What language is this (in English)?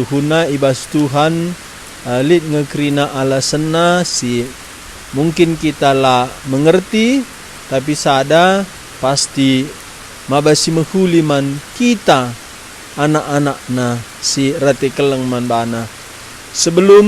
Batak Karo